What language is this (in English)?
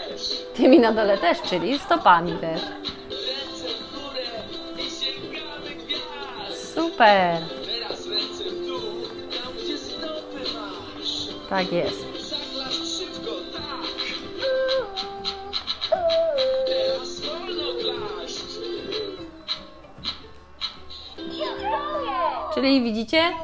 Polish